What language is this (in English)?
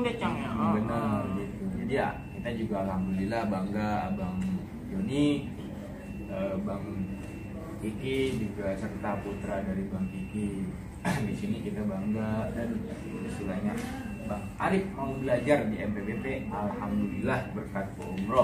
Betawi